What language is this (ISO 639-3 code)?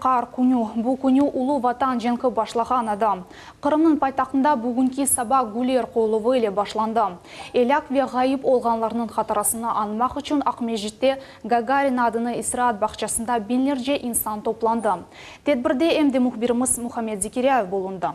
crh